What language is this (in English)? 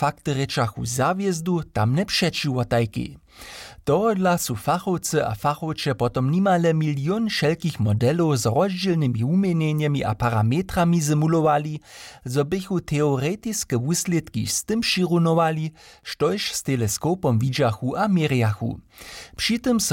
Upper Sorbian